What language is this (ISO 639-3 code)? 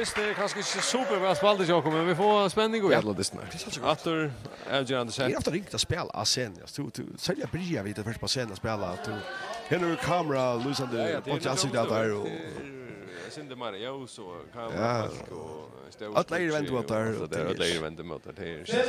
fao